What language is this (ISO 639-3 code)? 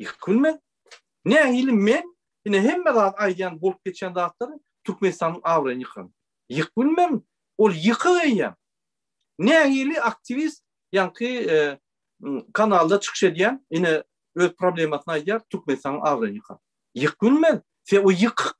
tuk